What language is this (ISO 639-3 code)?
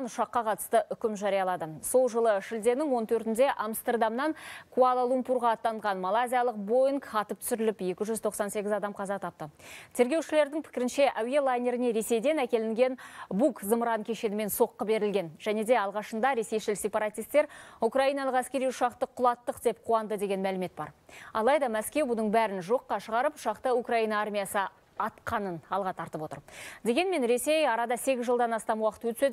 kaz